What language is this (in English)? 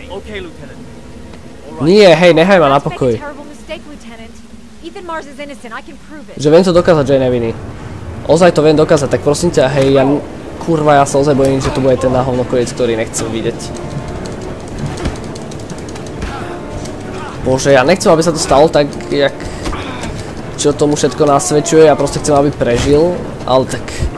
Slovak